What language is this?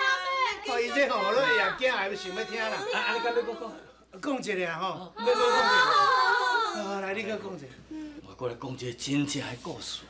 Min Nan Chinese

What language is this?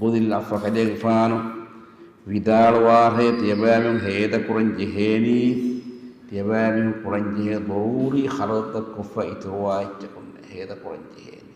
Divehi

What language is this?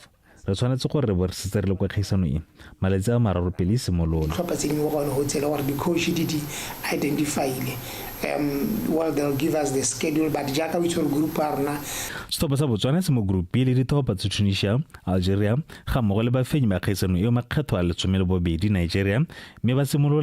Tswana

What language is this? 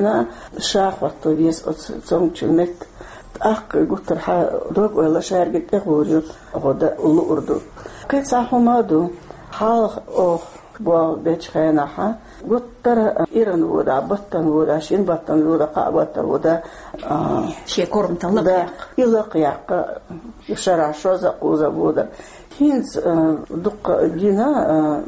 Chechen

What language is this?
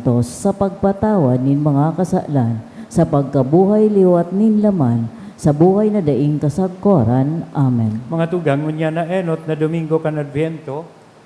Bikol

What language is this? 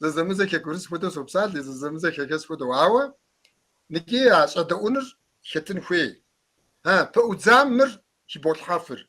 Kabardian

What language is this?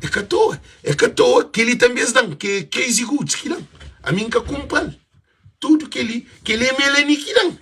Kabuverdianu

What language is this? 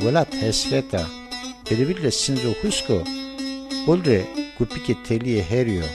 Zaza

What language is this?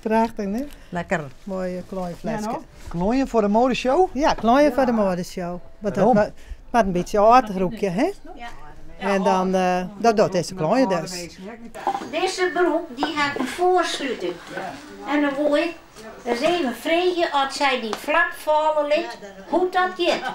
Western Frisian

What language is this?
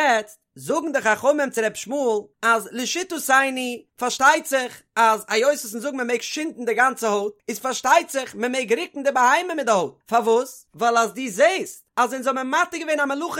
Yiddish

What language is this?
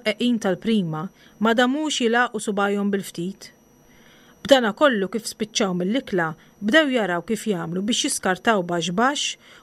Maltese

